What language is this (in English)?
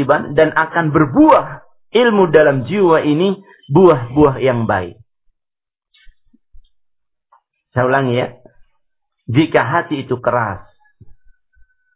Indonesian